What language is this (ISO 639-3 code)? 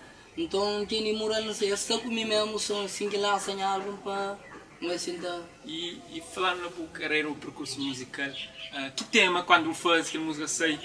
kea